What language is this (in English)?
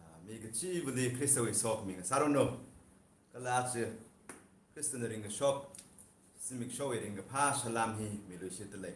Tangkhul Naga (India)